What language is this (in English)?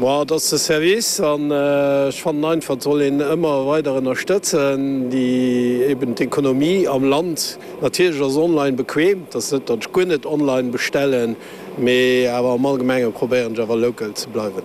Luxembourgish